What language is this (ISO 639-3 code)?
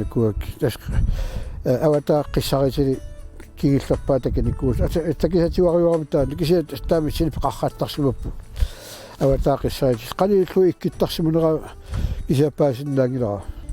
kal